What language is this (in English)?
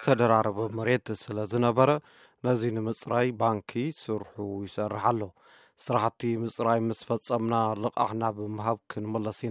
Tigrinya